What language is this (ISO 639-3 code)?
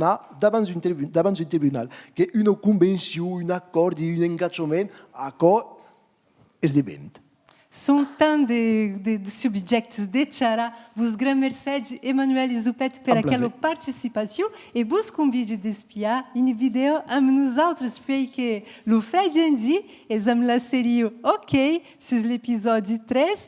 oci